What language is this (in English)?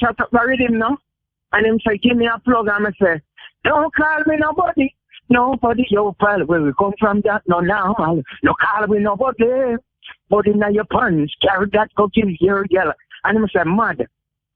Jamaican Creole English